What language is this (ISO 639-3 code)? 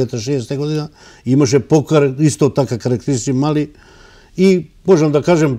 mkd